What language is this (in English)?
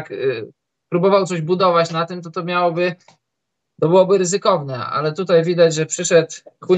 Polish